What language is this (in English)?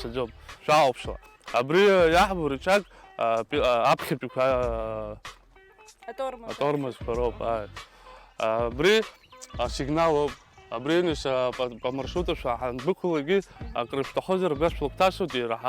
Abkhazian